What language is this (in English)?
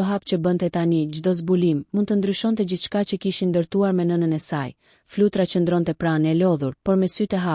Albanian